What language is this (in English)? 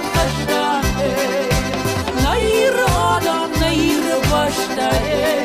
Ossetic